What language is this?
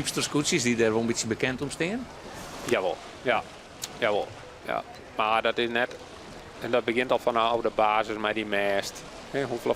Western Frisian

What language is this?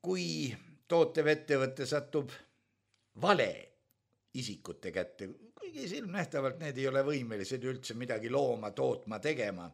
Estonian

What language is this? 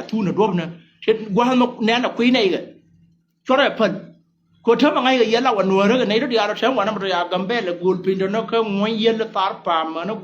Nuer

